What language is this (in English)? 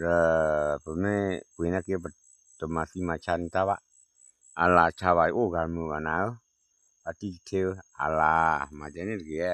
S'gaw Karen